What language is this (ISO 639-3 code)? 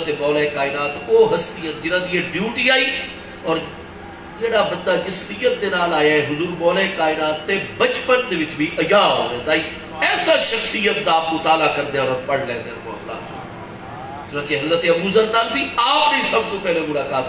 skr